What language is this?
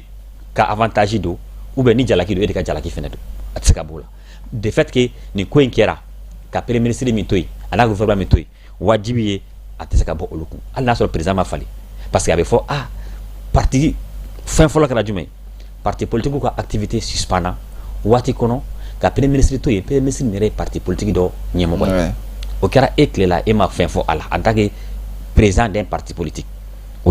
Bambara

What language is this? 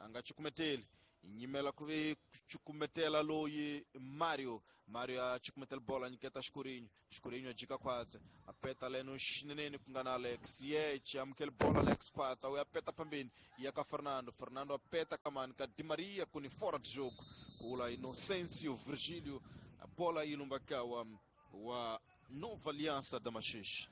Tsonga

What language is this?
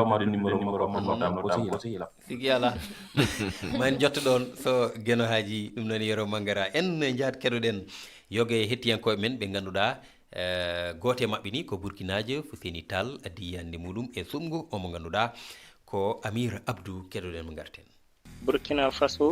Fula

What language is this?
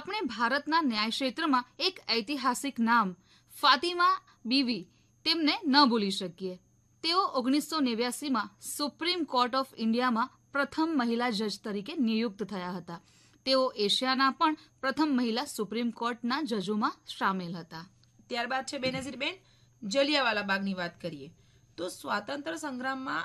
Gujarati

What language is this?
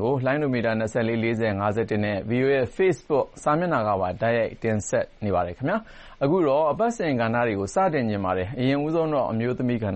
Burmese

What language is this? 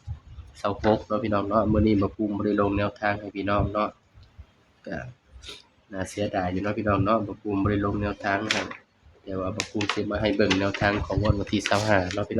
Northeastern Thai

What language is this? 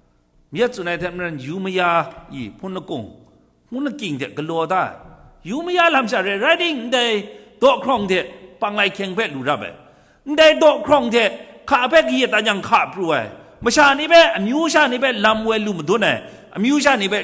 Kachin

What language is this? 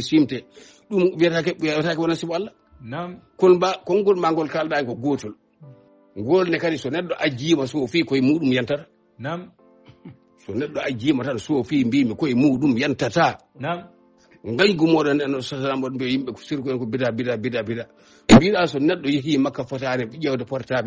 Fula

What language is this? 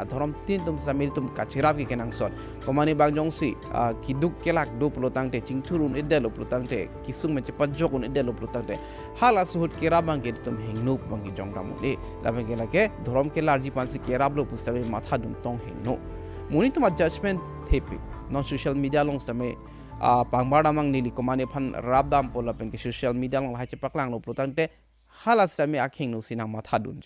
Karbi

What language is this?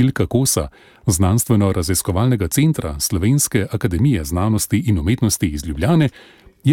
Slovenian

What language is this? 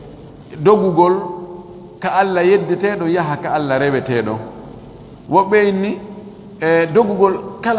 Fula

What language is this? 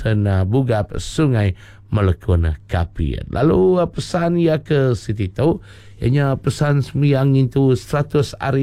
Iban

